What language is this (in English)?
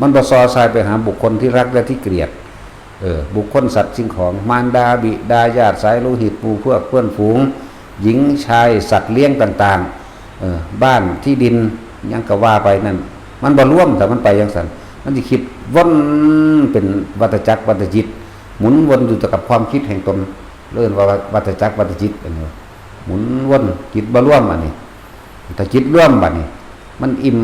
Northeastern Thai